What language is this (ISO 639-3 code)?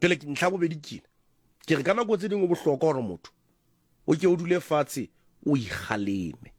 sot